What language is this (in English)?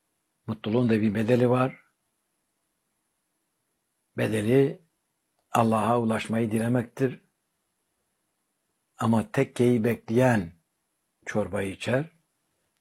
Turkish